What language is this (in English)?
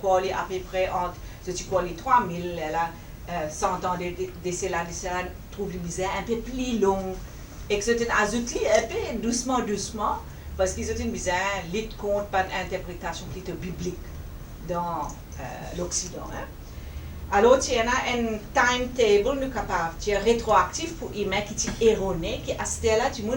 Morisyen